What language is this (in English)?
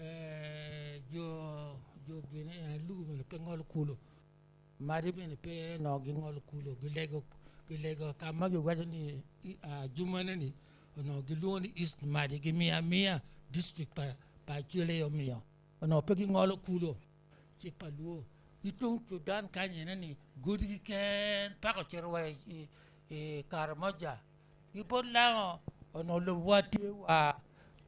Acoli